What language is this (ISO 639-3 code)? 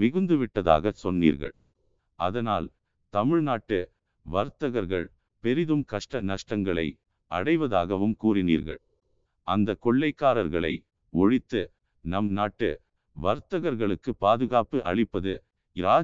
tam